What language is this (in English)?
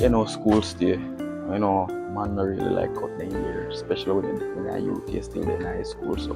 Jamaican Creole English